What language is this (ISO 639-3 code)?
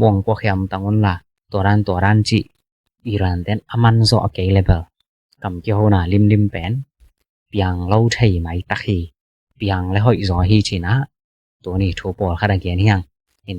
ctd